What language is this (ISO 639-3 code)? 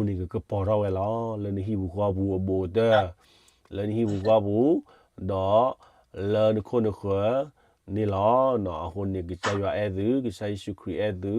ksw